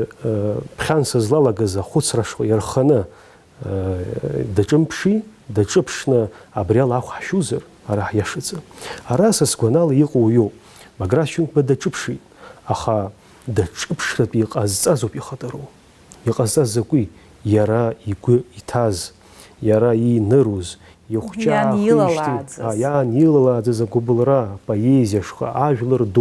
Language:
Abkhazian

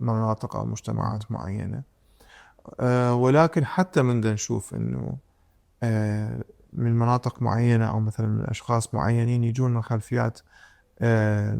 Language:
Mesopotamian Arabic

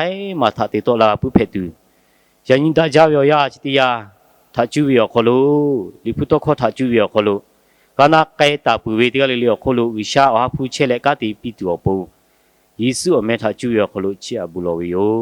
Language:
Lahu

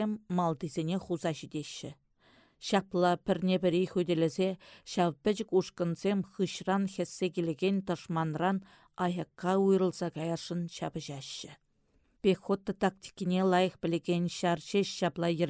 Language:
Chuvash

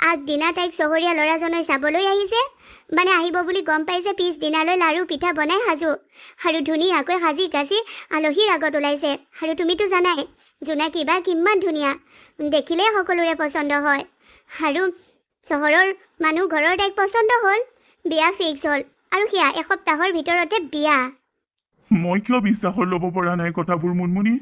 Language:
Assamese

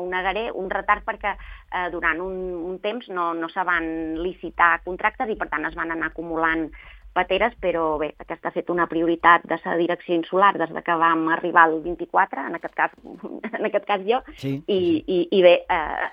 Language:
Catalan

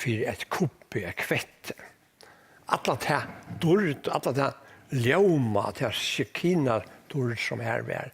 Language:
Faroese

